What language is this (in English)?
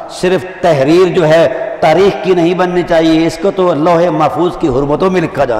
Urdu